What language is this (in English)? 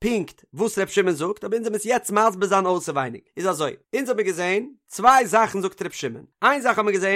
Yiddish